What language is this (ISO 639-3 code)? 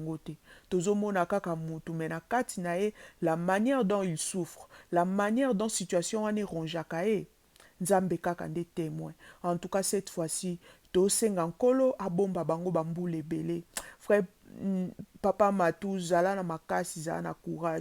lin